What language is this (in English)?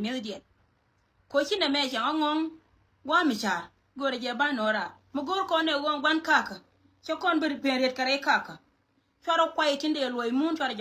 Nuer